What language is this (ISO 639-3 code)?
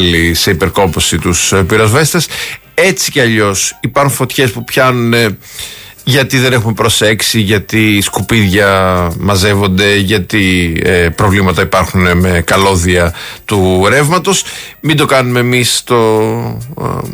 ell